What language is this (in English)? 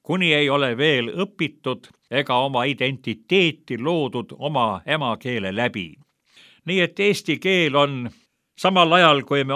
Estonian